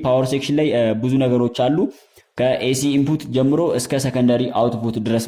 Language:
Amharic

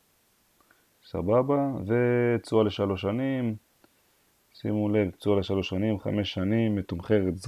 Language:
Hebrew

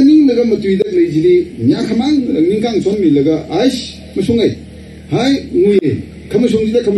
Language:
Tangkhul Naga (India)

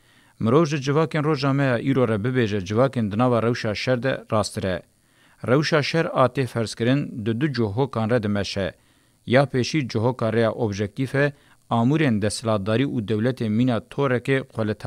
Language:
Kurdish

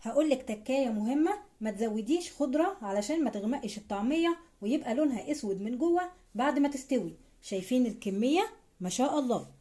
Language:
Egyptian Arabic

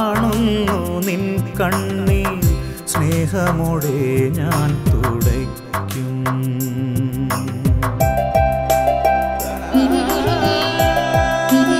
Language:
Malayalam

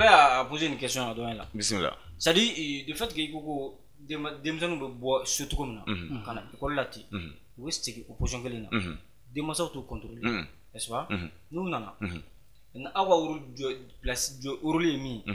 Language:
Bambara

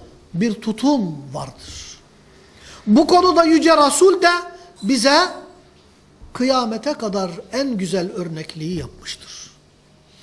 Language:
Turkish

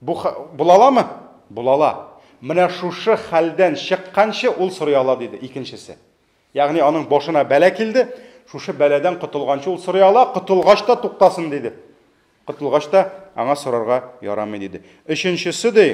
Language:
Tatar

